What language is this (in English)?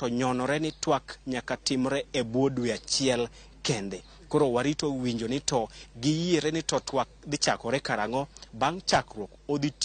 Luo (Kenya and Tanzania)